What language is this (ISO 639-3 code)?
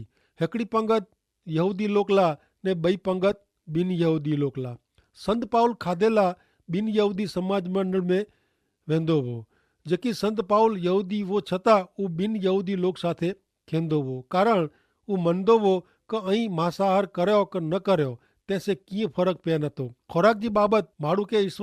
kfr